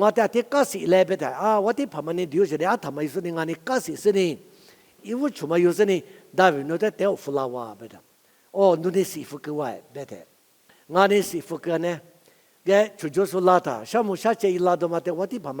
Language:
Lisu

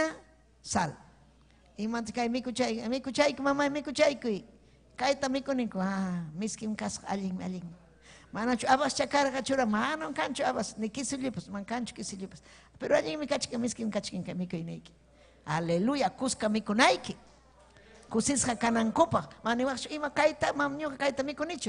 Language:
Ayacucho Quechua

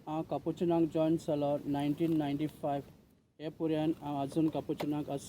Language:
Konkani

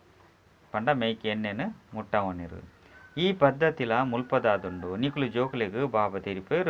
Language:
Tulu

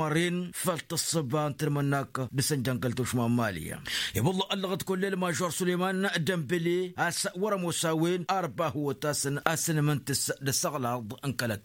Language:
Tamasheq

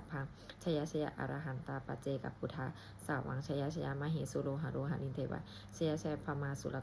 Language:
Pali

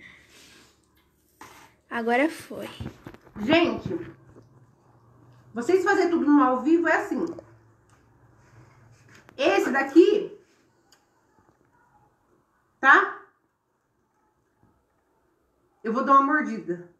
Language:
Portuguese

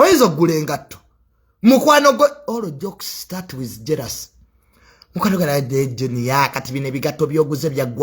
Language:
Ganda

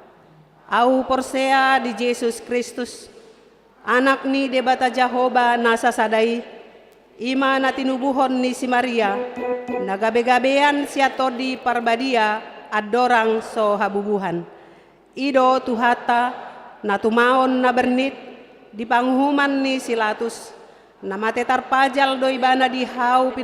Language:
Batak Toba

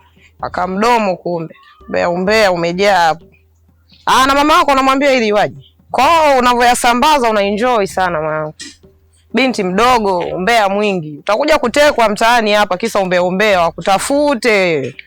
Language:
Swahili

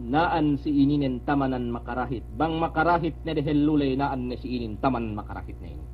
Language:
Yakan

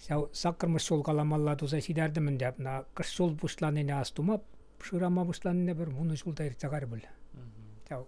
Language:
Chuvash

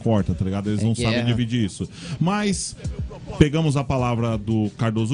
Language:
Portuguese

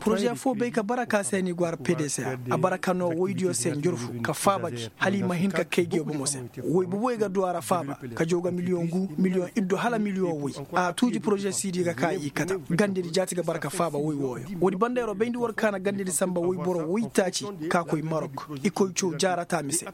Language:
Koyraboro Senni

